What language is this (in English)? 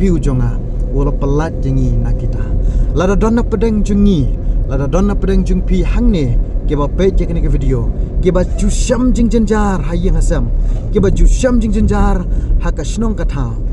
Khasi